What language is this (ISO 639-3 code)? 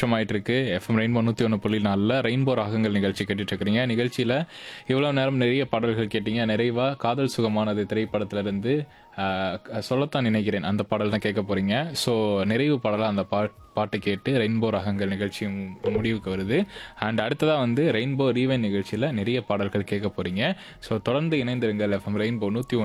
tam